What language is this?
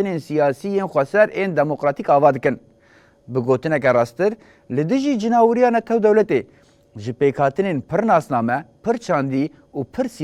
Kurdish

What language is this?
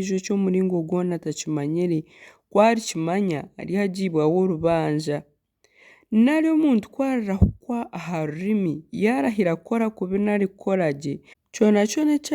Nyankole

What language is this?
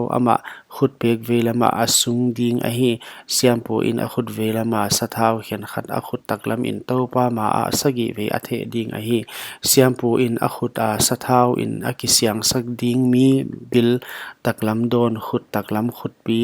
Paite Chin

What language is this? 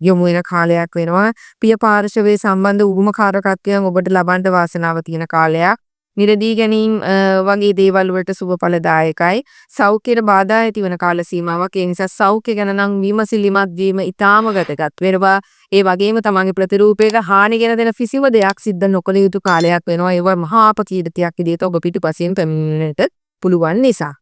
Sinhala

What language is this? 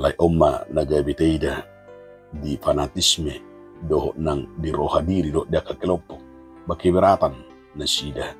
Batak Toba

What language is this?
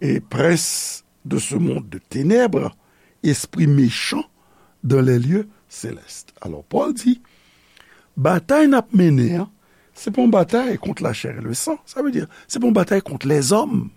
Haitian Creole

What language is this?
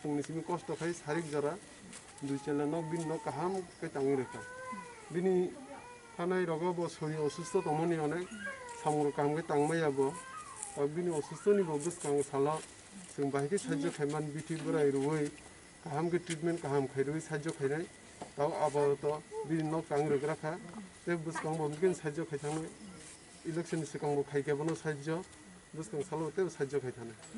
Kok Borok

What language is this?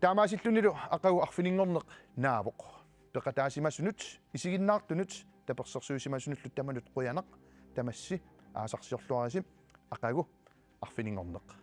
Kalaallisut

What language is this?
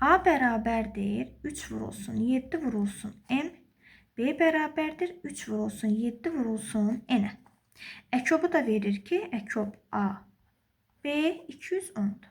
Azerbaijani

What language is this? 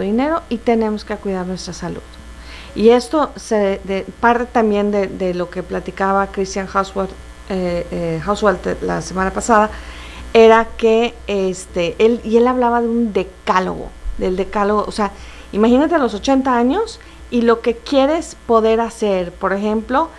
Spanish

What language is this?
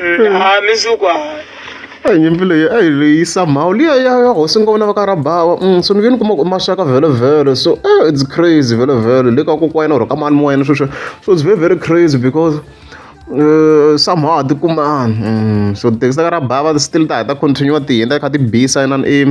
Tsonga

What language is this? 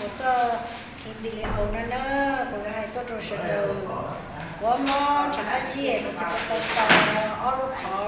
Hmong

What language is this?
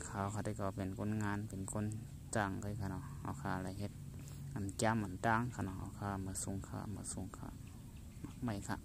Shan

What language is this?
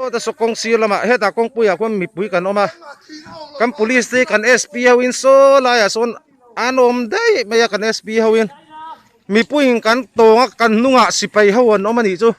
Mizo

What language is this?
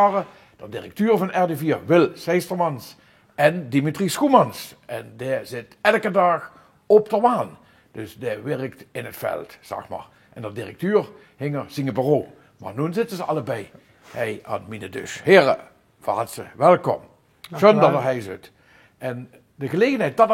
Limburgish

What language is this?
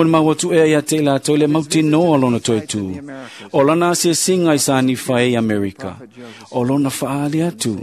Samoan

